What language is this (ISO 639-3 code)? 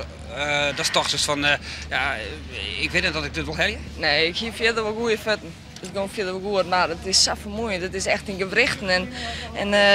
fry